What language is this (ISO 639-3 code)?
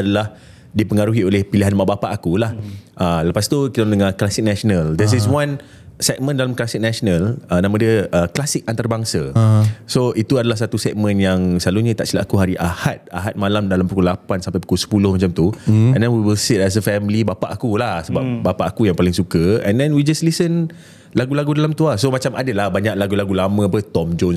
msa